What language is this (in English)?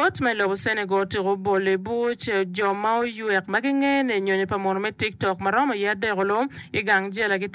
Acoli